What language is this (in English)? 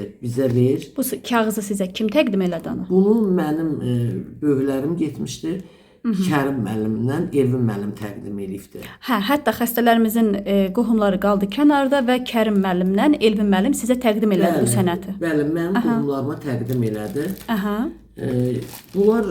Azerbaijani